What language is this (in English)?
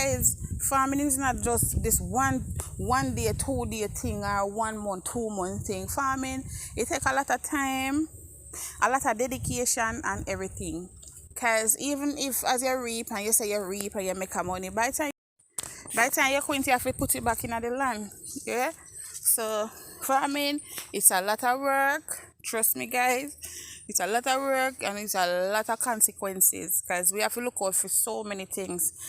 Jamaican Creole English